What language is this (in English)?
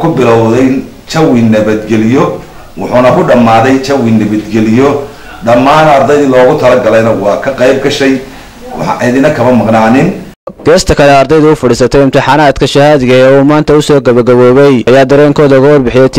Somali